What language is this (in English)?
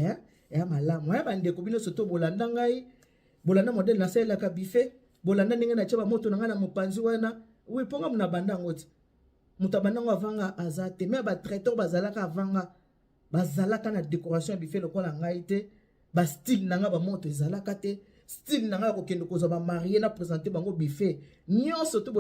Lingala